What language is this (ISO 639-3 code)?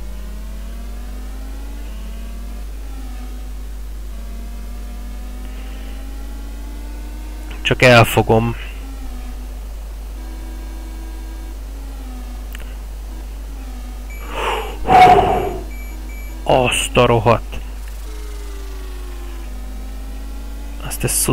hun